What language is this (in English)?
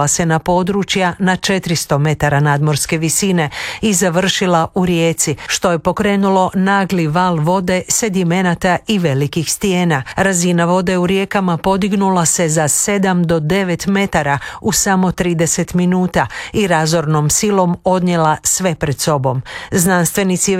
Croatian